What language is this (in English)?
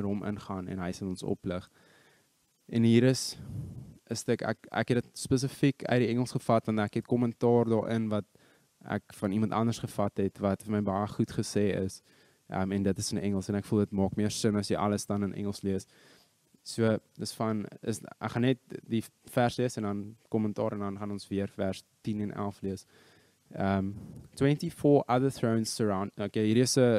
Afrikaans